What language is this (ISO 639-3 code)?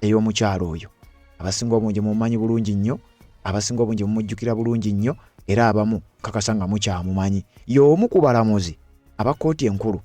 lug